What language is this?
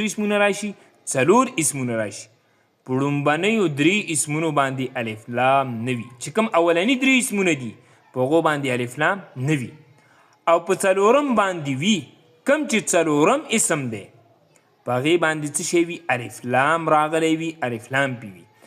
Pashto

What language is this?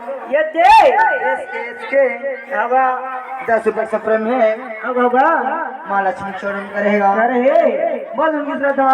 Chhattisgarhi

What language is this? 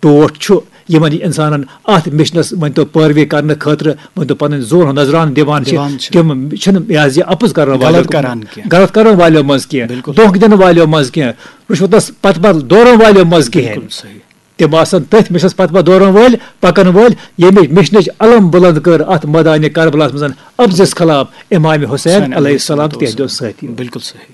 Kashmiri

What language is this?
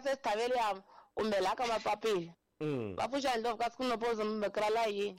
Tsonga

